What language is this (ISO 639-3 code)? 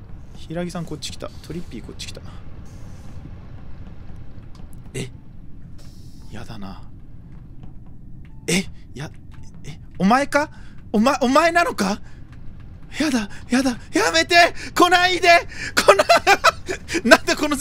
jpn